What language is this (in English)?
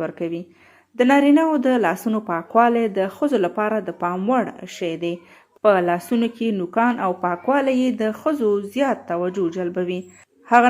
Pashto